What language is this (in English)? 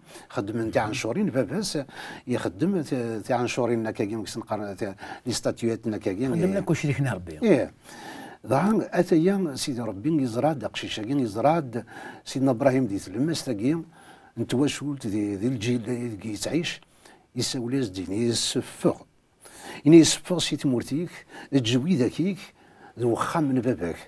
Kabyle